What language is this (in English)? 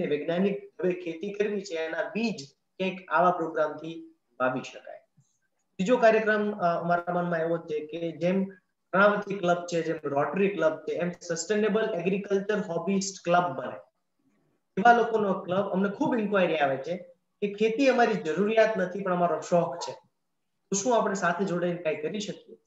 Gujarati